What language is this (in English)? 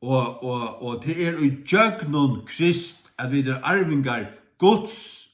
Faroese